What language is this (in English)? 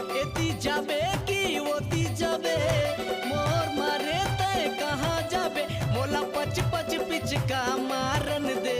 Chhattisgarhi